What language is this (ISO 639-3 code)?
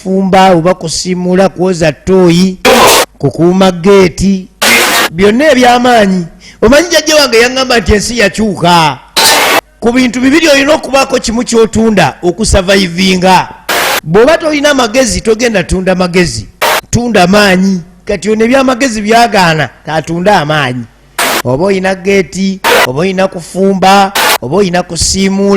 lug